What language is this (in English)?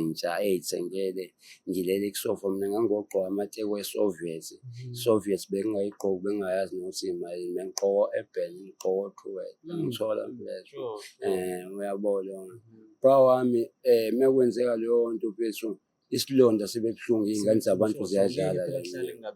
Zulu